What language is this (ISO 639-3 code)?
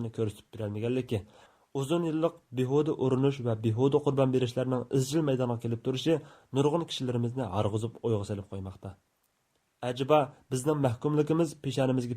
uig